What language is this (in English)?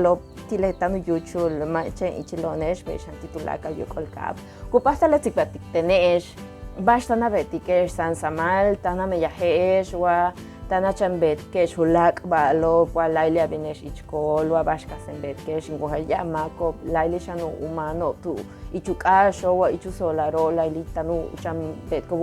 Yucateco